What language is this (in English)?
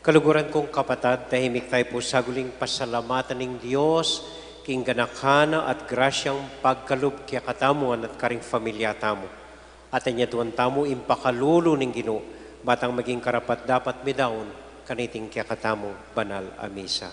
Pampanga